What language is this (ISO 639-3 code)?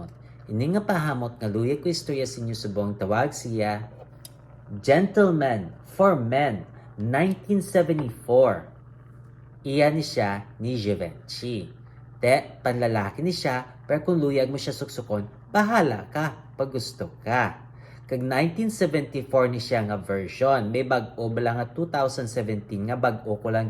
hil